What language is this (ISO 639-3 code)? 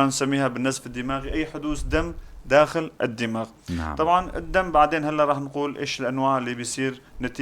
apc